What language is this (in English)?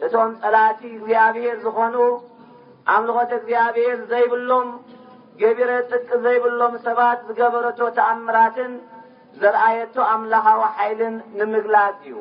Tigrinya